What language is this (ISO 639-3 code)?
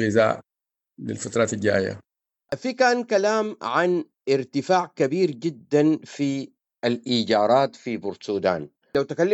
apd